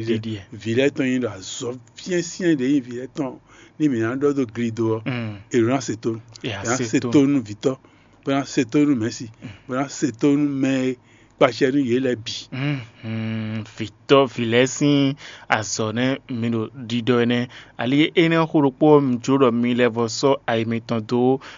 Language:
Fon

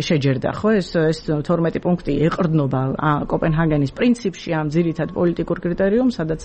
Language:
Georgian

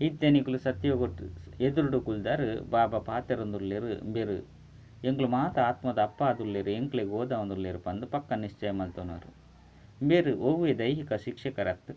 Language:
Tulu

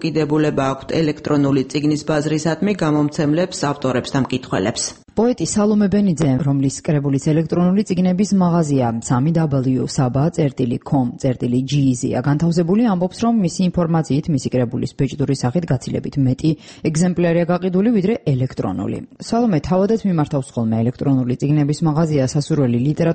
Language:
Georgian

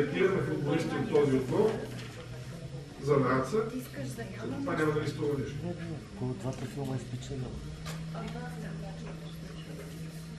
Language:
Bulgarian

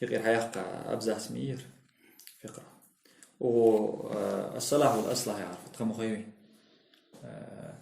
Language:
Ingush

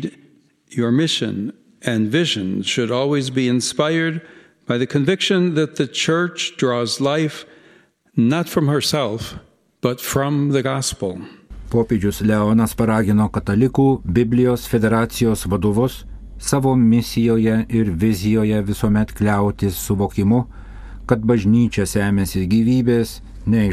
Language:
Lithuanian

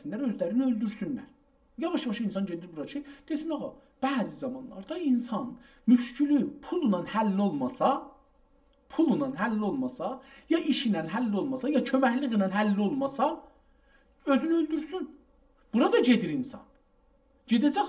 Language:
South Azerbaijani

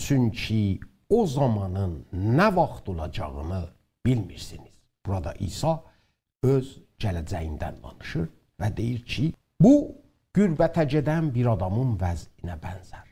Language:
South Azerbaijani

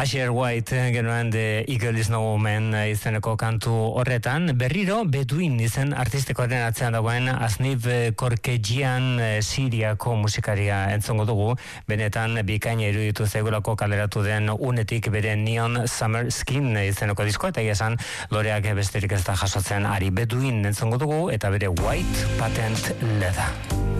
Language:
Basque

